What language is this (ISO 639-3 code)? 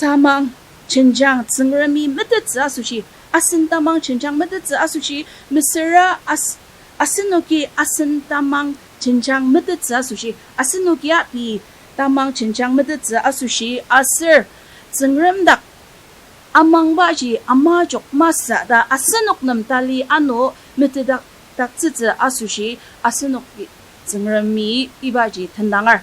njo